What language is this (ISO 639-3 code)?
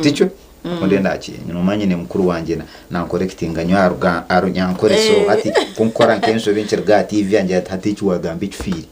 nyn